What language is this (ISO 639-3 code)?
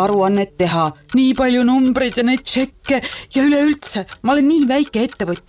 est